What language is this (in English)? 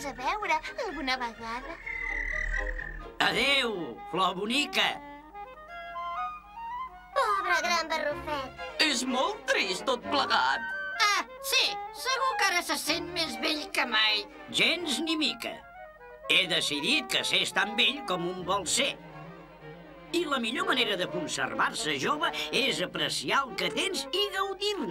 Catalan